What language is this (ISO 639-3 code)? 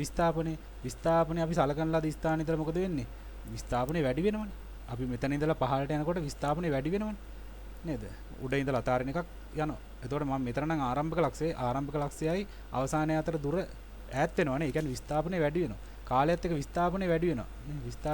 sin